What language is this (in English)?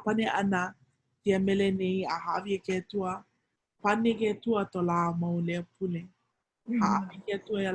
Hawaiian